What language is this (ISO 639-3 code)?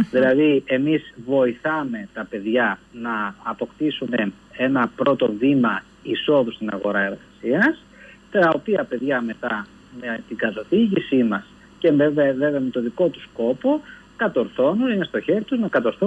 ell